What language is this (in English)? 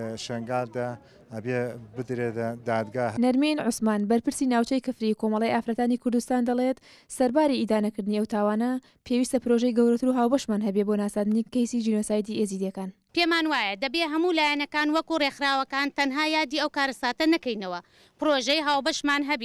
Central Kurdish